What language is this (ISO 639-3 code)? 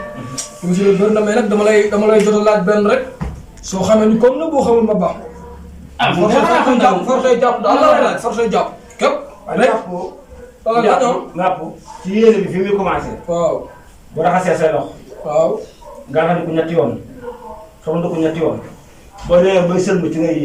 wol